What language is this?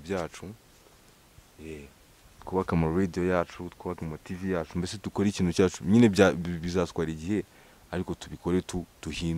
Kinyarwanda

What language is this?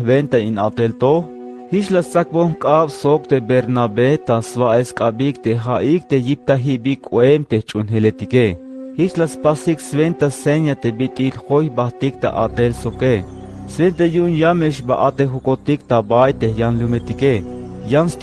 Tzeltal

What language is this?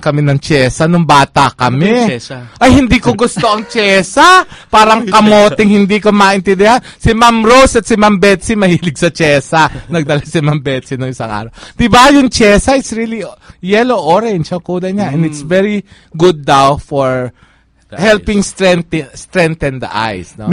Filipino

